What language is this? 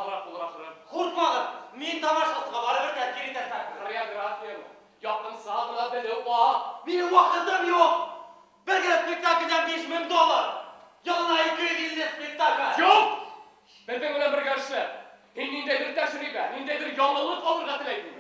Bashkir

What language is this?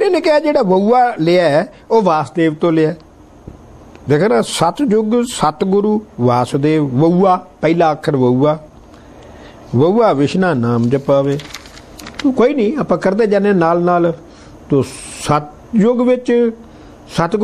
Punjabi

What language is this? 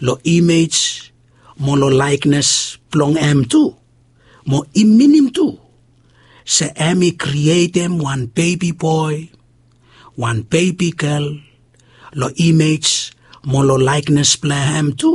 Bislama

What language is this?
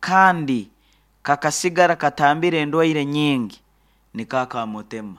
Nyankole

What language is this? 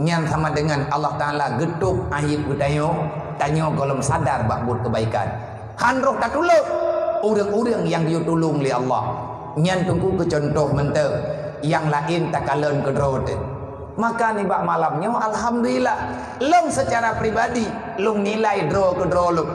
Achinese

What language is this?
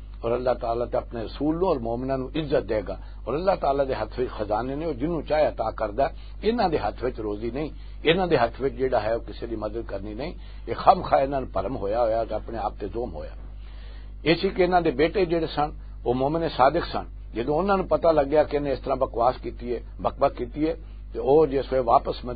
Western Panjabi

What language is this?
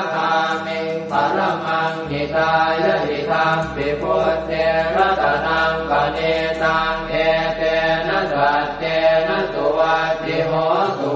Pali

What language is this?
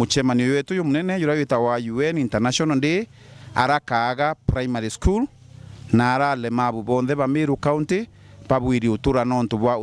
Meru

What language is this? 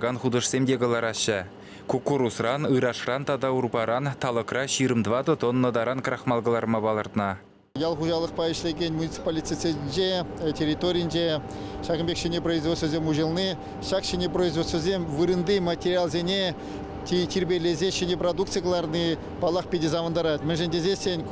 Chuvash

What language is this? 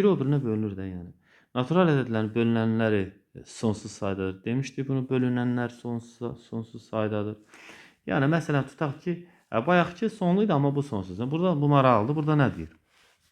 Azerbaijani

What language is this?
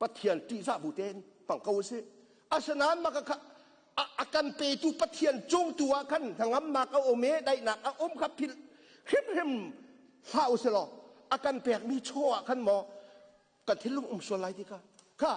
Hakha Chin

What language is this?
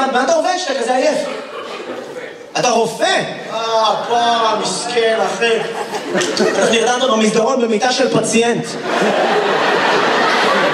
Hebrew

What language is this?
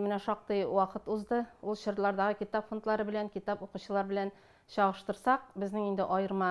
Tatar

